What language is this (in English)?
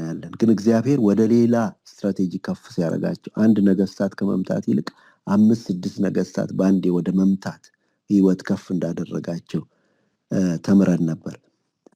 Amharic